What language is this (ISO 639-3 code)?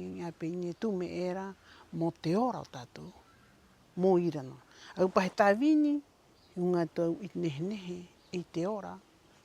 rap